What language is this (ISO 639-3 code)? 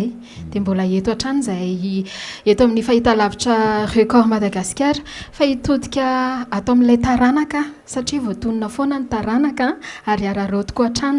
mlg